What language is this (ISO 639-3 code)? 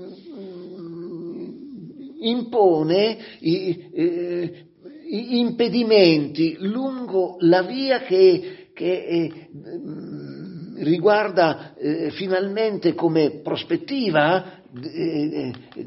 ita